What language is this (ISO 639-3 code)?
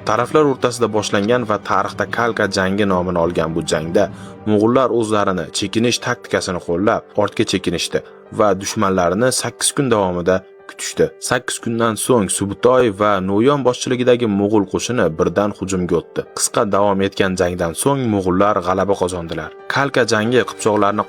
uzb